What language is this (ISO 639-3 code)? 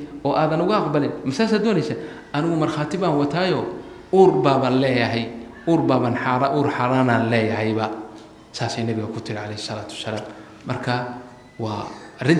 som